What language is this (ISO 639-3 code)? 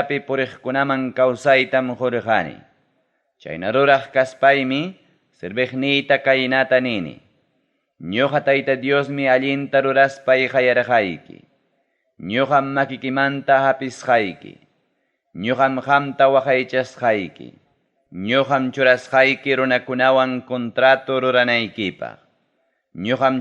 quy